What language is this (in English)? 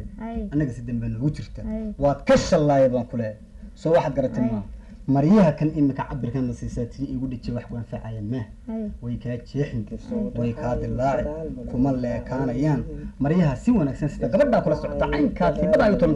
Somali